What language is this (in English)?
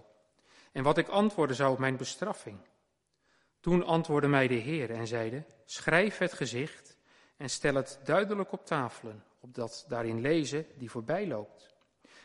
Dutch